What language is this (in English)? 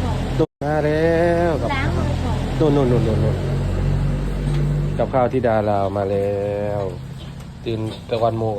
Northeastern Thai